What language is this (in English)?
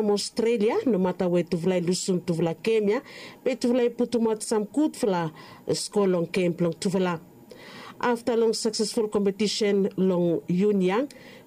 Bislama